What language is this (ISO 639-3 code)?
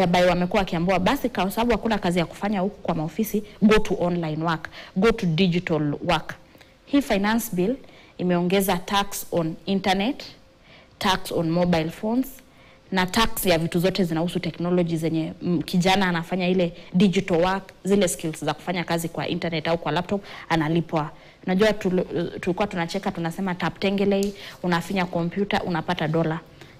swa